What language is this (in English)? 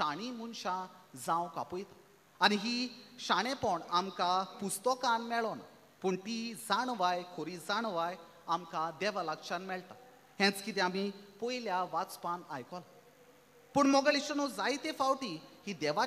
Konkani